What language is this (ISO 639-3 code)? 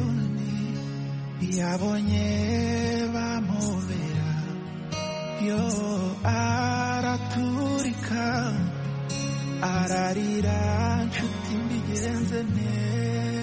kin